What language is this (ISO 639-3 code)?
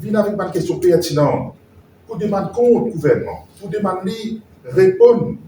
mfe